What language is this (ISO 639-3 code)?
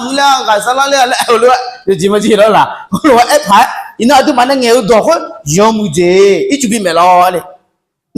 ahk